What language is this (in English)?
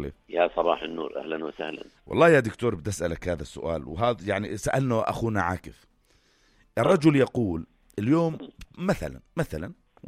North Levantine Arabic